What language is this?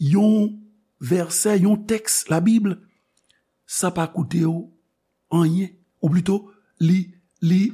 Haitian Creole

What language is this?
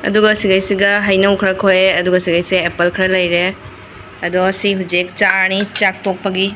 Manipuri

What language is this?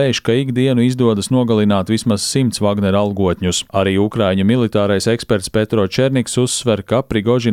Latvian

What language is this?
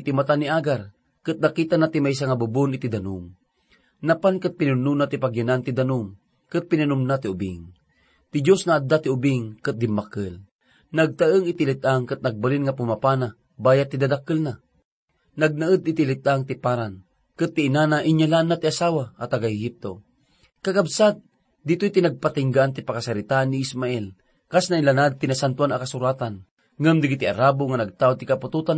Iloko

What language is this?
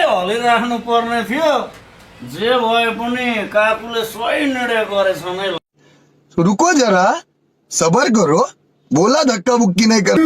Nepali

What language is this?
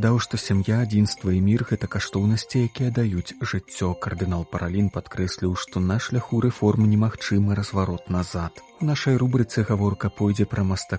Belarusian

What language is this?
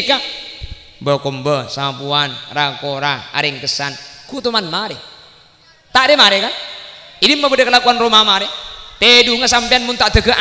Madurese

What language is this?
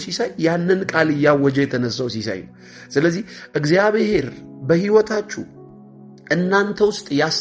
Amharic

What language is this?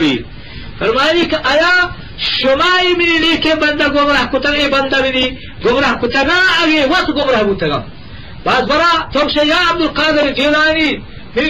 Eastern Balochi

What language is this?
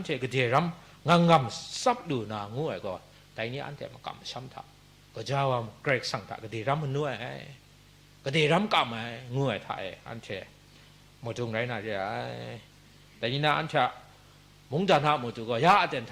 Kachin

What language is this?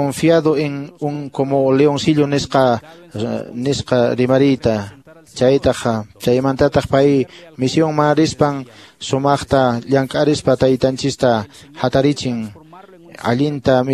Quechua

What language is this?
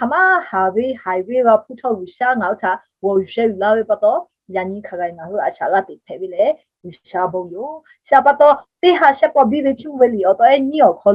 Lahu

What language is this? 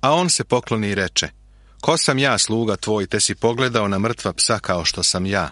Serbian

